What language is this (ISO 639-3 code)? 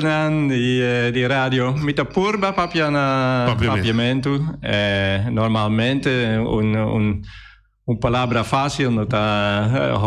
pap